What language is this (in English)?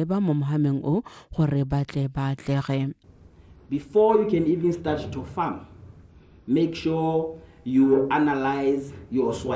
Tswana